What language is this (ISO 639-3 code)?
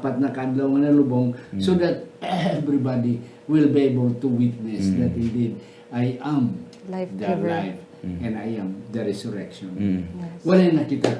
hil